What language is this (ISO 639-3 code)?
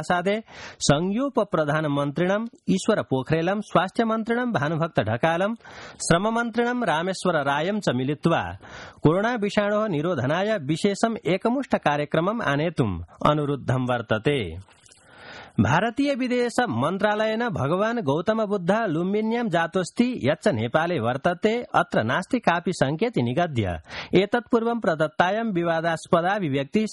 san